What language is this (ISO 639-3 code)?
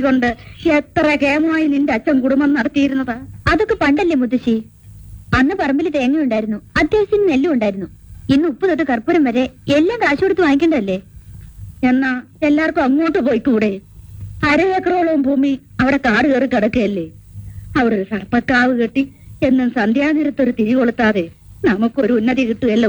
mal